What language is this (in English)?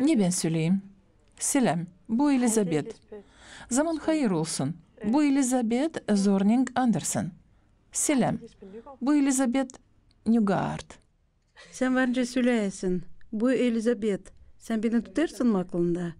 Gagauz